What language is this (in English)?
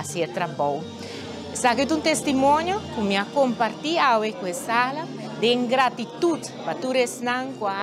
Papiamento